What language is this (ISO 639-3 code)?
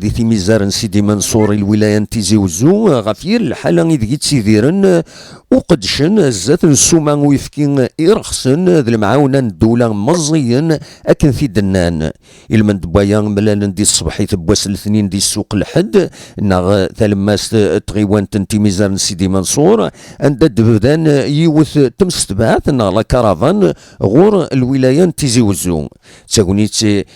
kab